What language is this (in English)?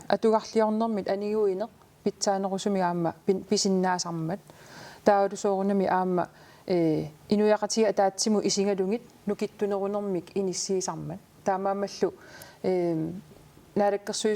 Kalaallisut